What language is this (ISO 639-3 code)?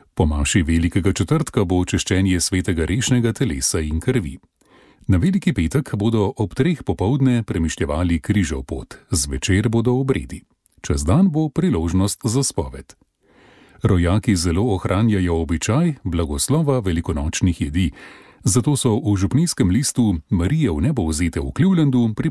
slv